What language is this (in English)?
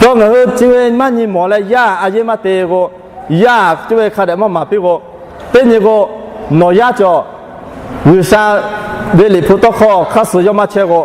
Lahu